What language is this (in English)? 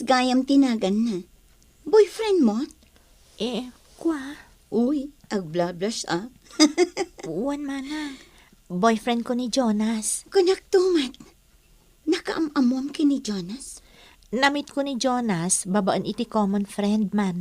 Iloko